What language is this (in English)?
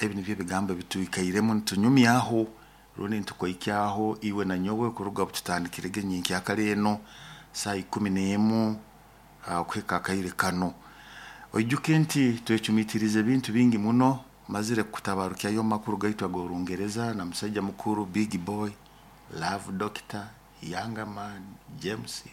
Nyoro